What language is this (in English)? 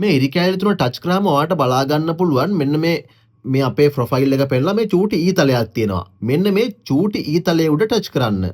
Sinhala